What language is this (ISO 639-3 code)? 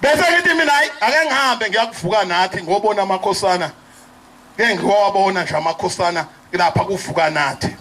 zul